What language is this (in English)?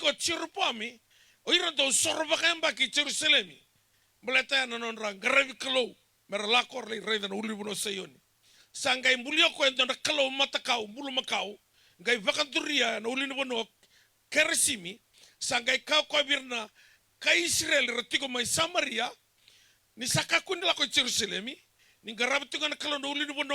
Fijian